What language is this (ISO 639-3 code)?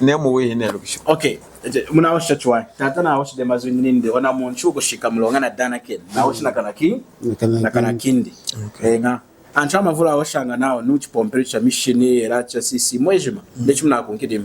lun